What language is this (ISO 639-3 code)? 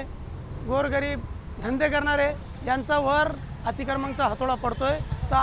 mar